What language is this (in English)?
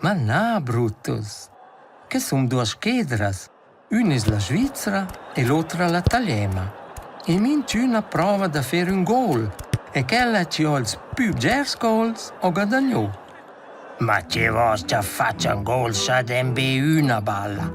Romansh